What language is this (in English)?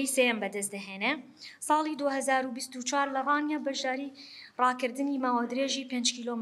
Central Kurdish